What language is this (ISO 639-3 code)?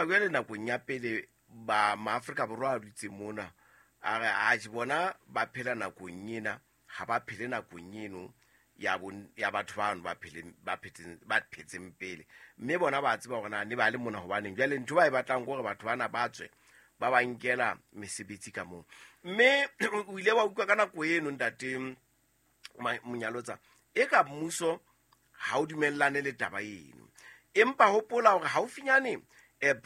sot